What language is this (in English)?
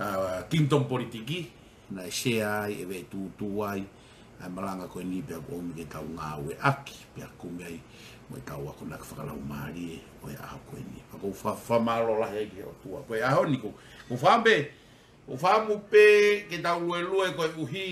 Tongan